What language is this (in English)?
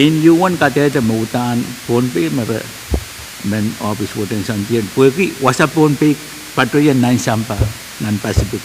Pohnpeian